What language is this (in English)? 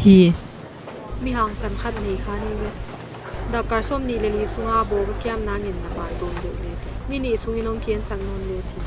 Paite Chin